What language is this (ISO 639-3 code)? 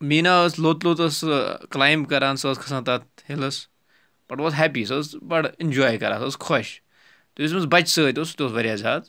kas